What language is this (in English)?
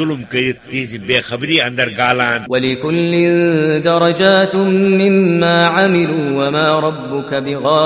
Kashmiri